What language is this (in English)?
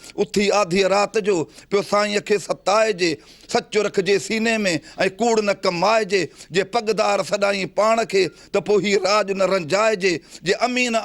Sindhi